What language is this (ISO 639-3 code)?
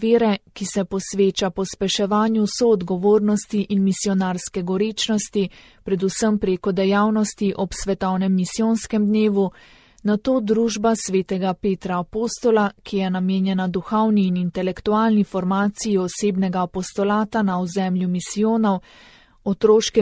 slv